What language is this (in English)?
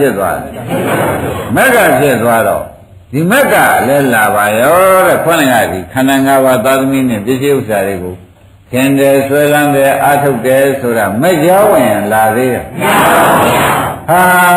Burmese